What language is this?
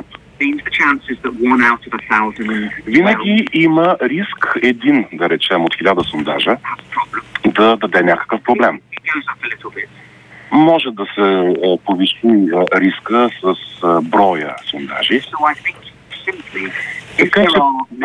Bulgarian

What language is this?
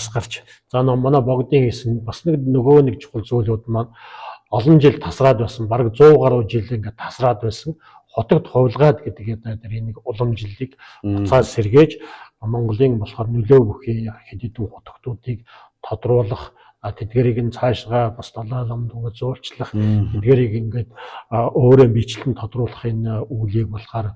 Mongolian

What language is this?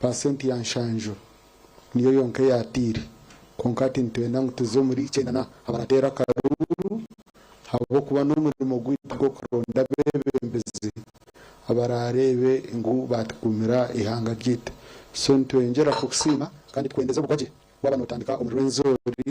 Nyankole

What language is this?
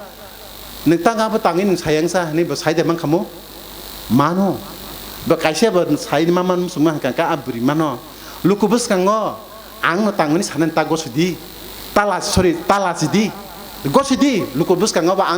Kok Borok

